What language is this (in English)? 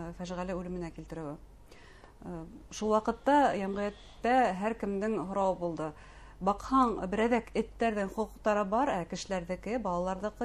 Bashkir